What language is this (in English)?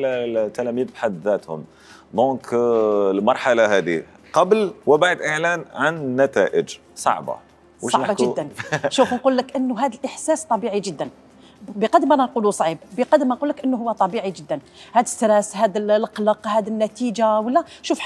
Algerian Arabic